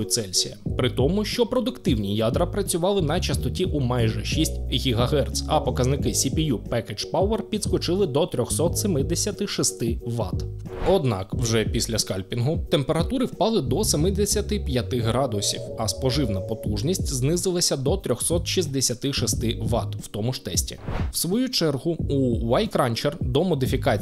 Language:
Ukrainian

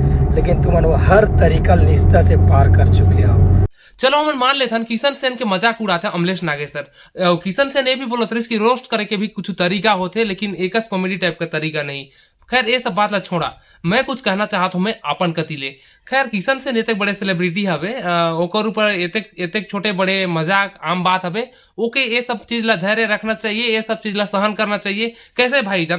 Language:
Chhattisgarhi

